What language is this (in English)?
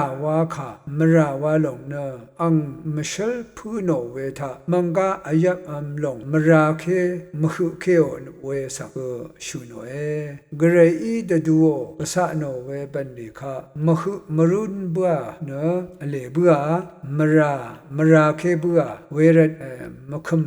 Rawang